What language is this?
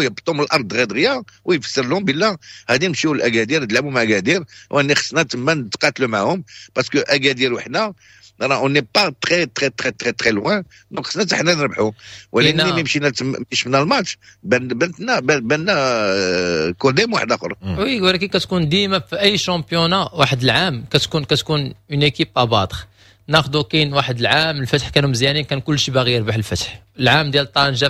Moroccan Arabic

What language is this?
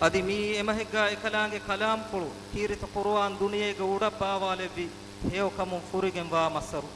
Divehi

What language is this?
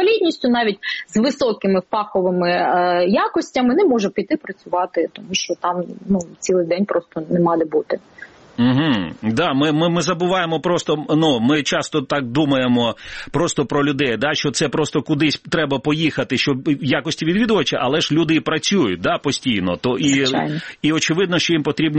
Ukrainian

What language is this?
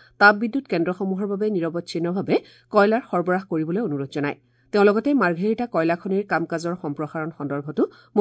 Assamese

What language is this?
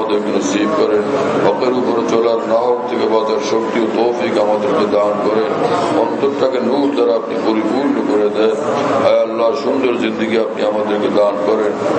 Bangla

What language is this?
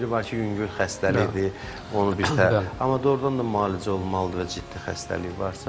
Azerbaijani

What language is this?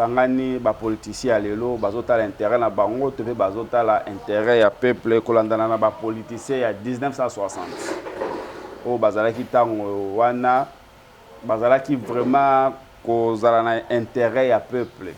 Lingala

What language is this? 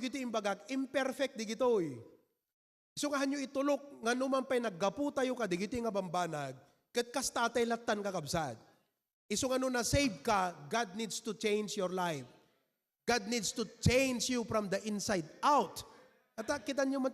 Iloko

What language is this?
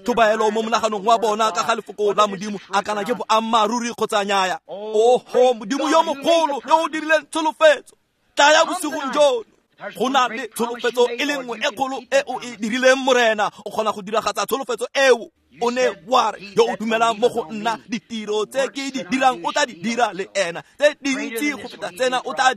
Tswana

